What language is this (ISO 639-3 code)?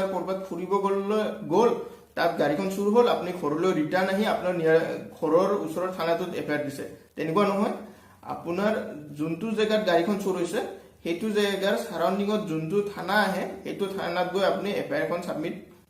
asm